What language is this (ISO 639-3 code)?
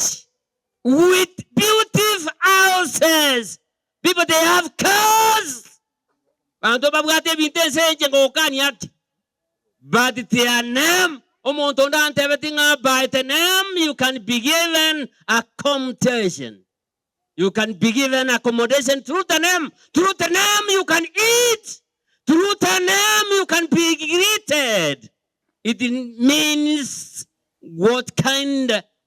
guz